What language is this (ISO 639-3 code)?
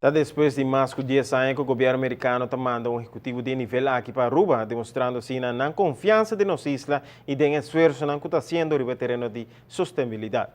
pap